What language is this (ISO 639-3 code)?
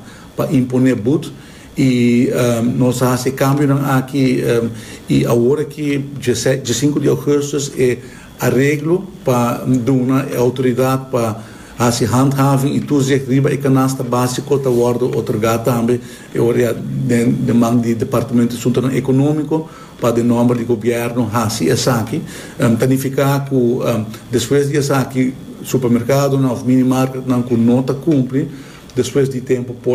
pap